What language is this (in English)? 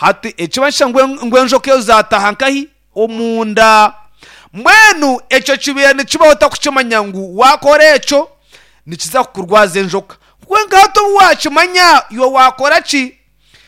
Nyankole